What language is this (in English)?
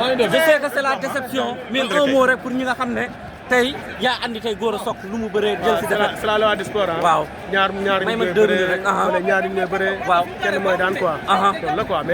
Wolof